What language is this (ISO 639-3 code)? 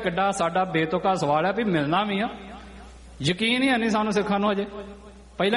pan